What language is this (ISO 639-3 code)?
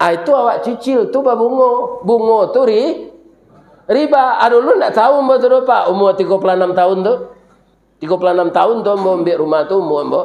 min